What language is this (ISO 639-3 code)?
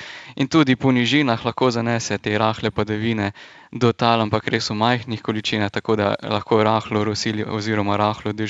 slv